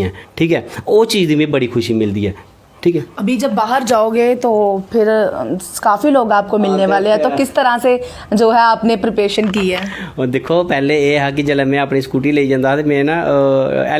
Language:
Dogri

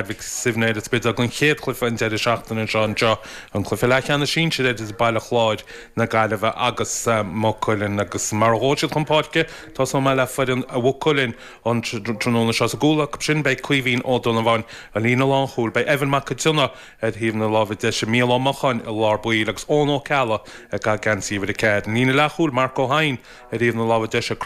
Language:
Irish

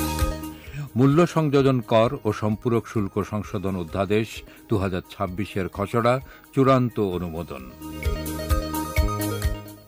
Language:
Bangla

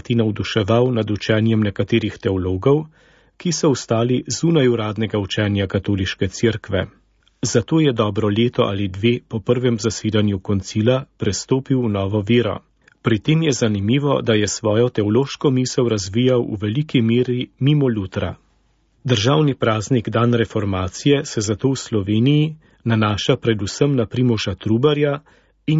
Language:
Slovenian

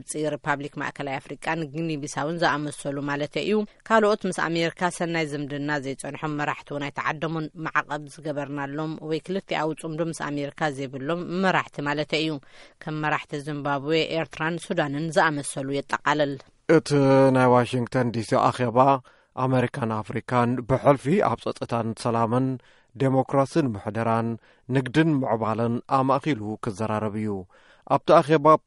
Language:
Tigrinya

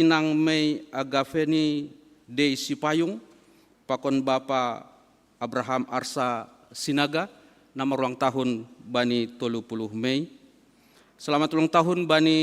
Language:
Batak Simalungun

